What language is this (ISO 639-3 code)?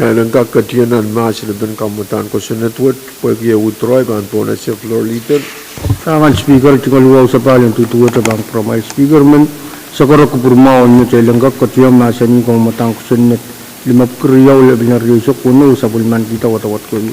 pon